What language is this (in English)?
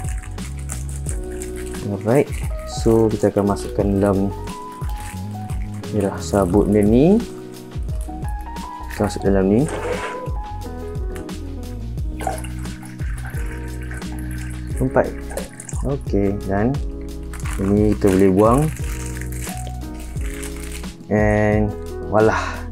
Malay